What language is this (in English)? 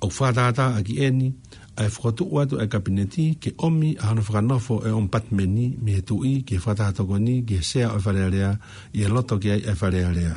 Tongan